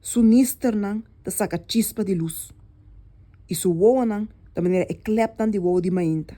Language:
Papiamento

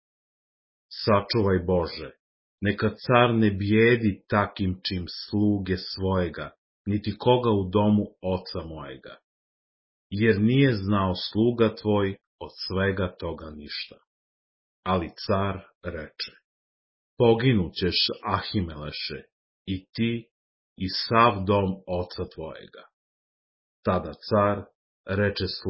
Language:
Serbian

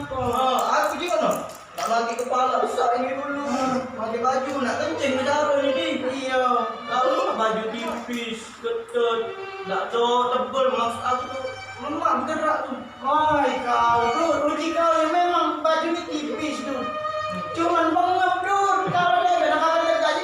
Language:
Musi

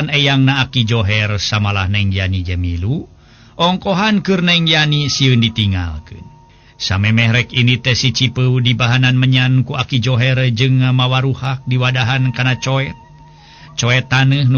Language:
Sundanese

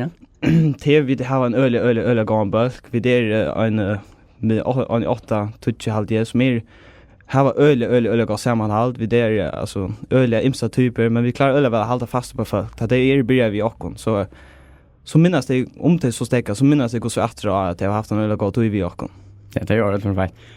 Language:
Faroese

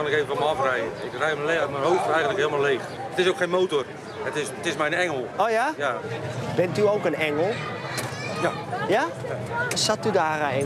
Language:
Dutch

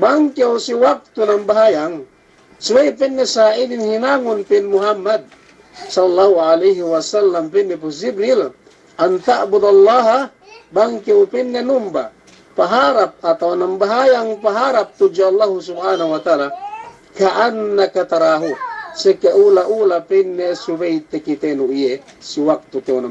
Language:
Yakan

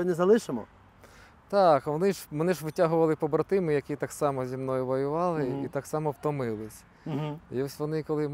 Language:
Ukrainian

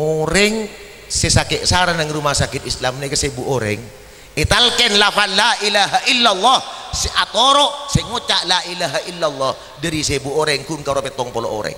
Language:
Madurese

